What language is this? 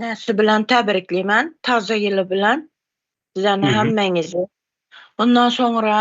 Turkmen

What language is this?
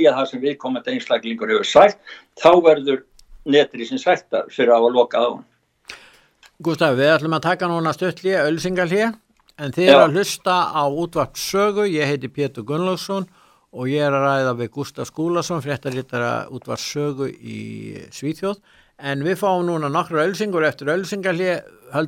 Icelandic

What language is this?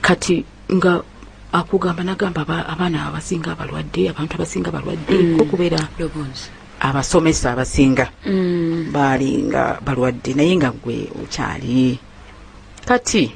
Ganda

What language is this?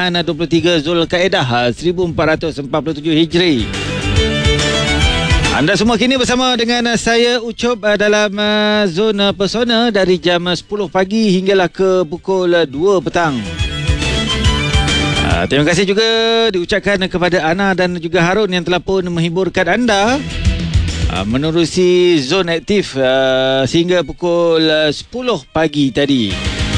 Malay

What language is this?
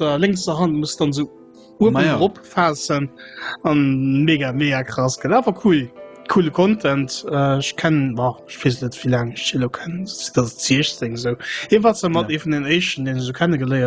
Luxembourgish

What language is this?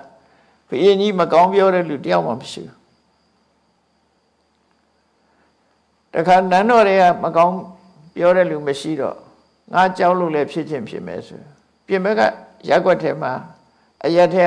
Burmese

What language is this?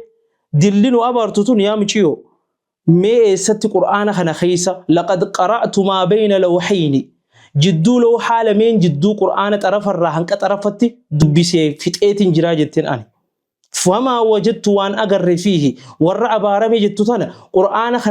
Oromo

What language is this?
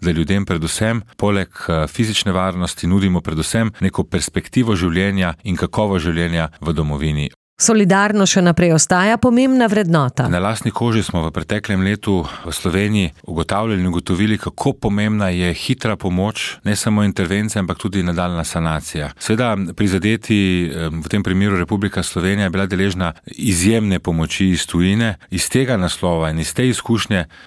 Slovenian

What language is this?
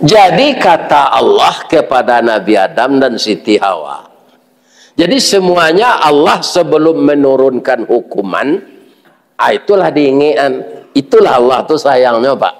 Minangkabau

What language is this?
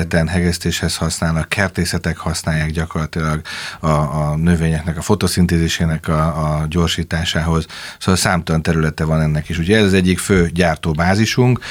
Hungarian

